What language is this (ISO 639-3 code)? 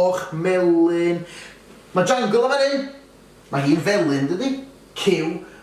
cym